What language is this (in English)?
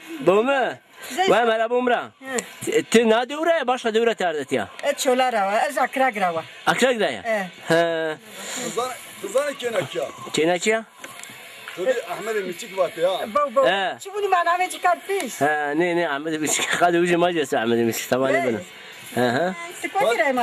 Zaza